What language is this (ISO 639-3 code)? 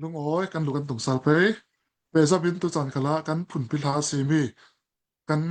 cnh